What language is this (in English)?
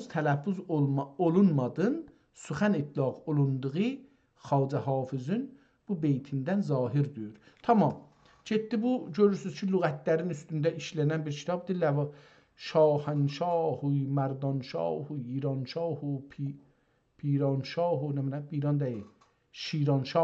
South Azerbaijani